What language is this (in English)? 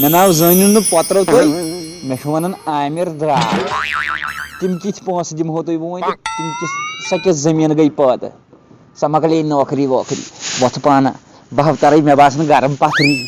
Kashmiri